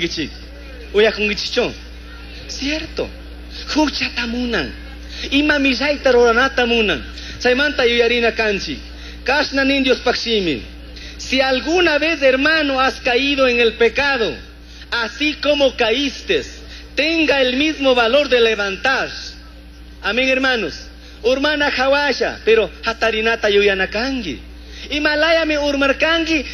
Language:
Chimborazo Highland Quichua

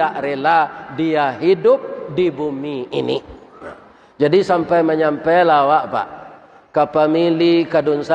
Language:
Minangkabau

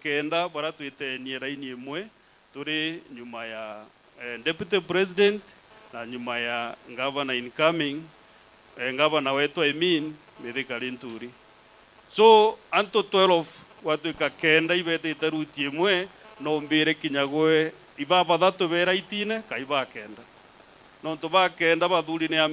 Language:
Meru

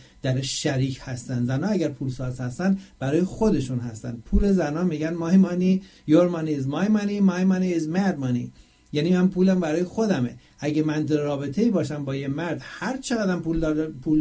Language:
Persian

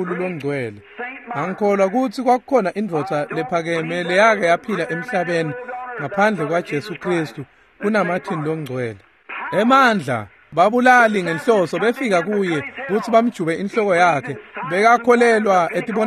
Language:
Swati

